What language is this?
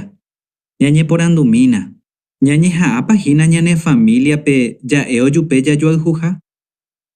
Guarani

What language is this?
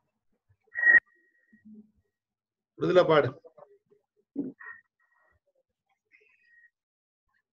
Telugu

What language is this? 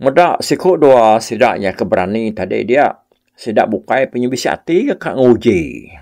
Iban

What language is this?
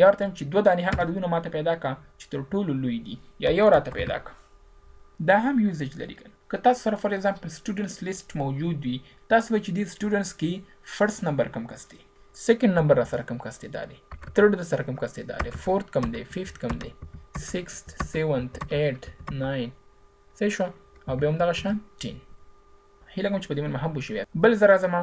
Pashto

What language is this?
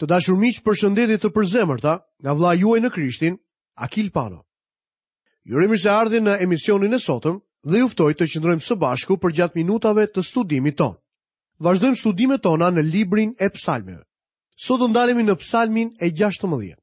Albanian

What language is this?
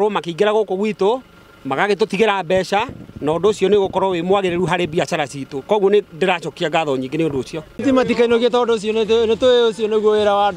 Kikuyu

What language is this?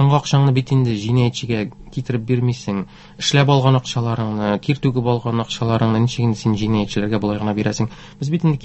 Tatar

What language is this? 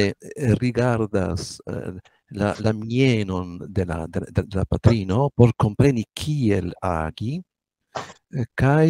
Esperanto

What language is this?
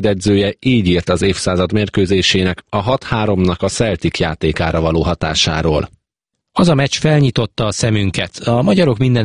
Hungarian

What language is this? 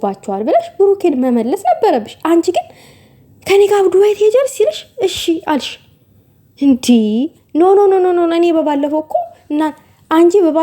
Amharic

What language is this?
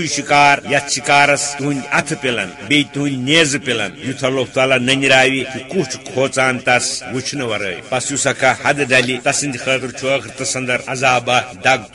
Kashmiri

